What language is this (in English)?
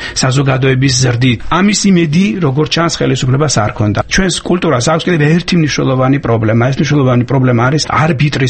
Georgian